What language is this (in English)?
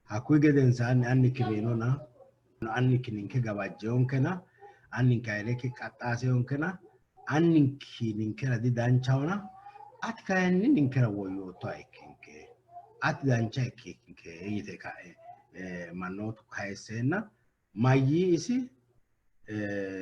Sidamo